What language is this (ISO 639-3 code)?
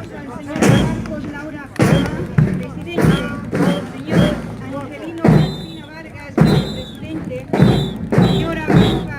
aym